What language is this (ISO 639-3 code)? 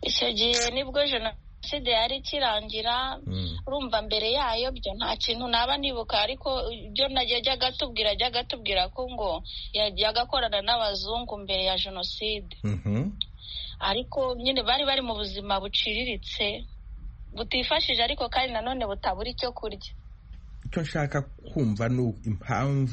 kin